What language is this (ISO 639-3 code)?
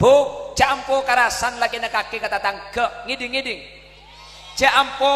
mad